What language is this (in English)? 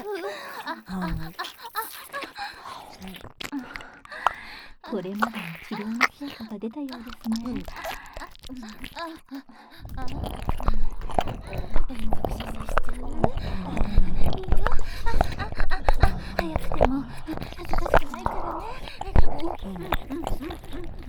Japanese